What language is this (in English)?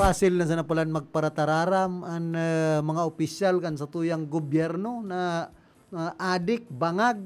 Bikol